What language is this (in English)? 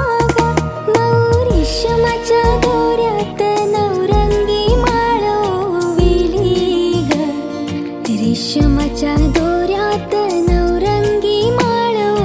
Marathi